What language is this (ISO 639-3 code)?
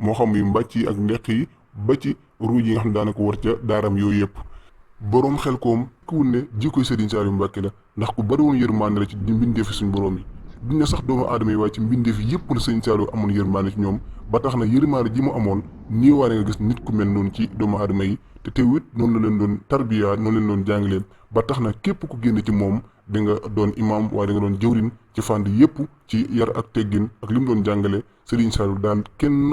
wol